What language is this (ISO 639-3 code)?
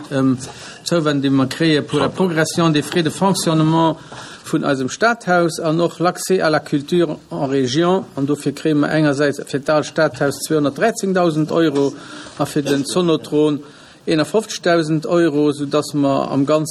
ltz